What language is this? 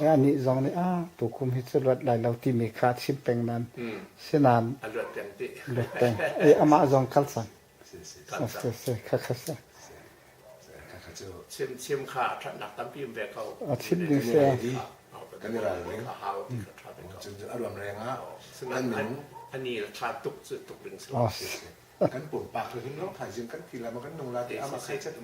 Hakha Chin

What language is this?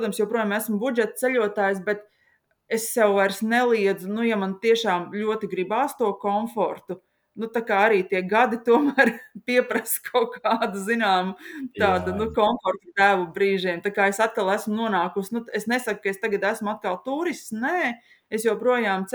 Latvian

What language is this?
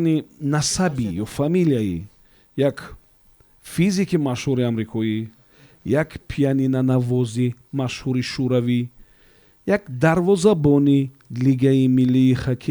Tajik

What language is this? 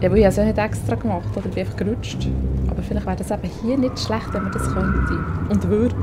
Swiss German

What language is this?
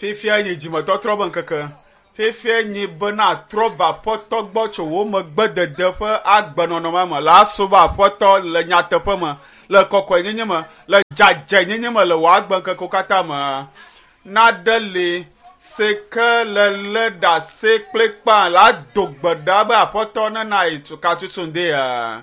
Ewe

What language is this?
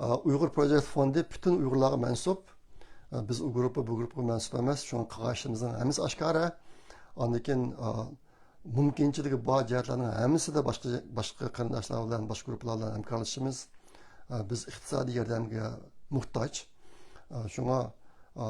Uyghur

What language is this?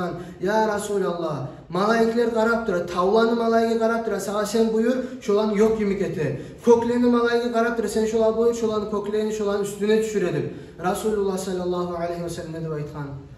Kumyk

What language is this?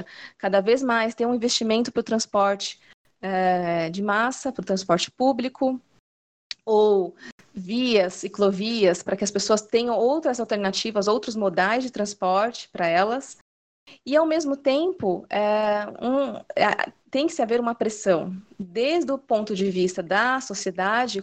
Portuguese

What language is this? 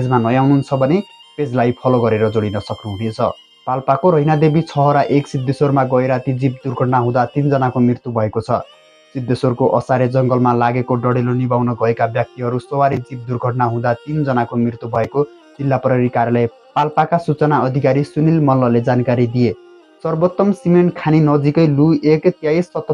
Nepali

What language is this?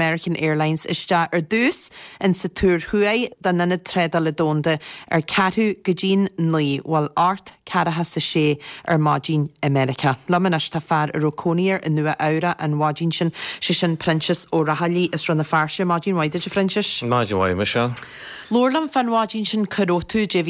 Irish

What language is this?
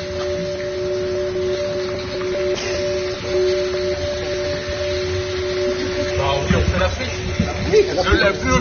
French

